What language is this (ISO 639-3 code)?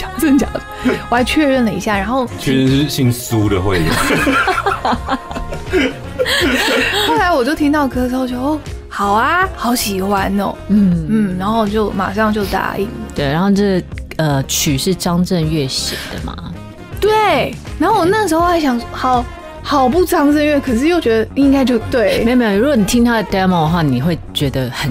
zho